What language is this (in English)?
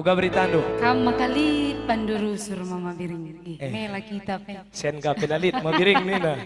Batak Karo